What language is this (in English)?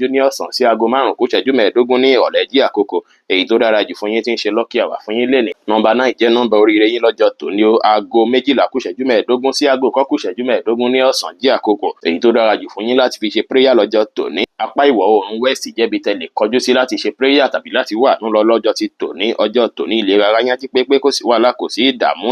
Yoruba